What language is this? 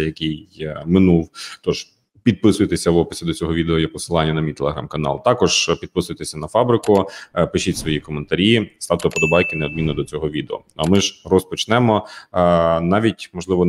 Ukrainian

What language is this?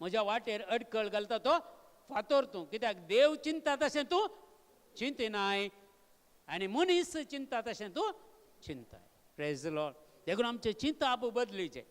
Konkani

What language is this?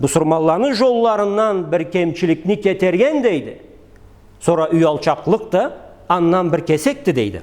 Karachay-Balkar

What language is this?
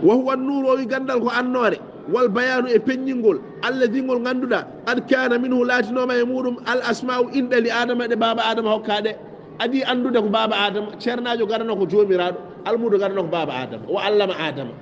Fula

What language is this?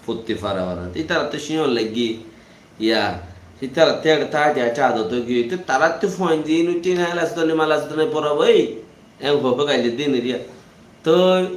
Rohingya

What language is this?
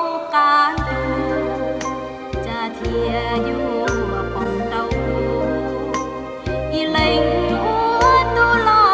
Hmong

